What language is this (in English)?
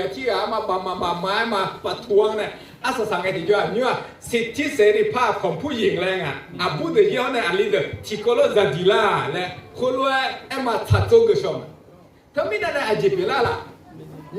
Akha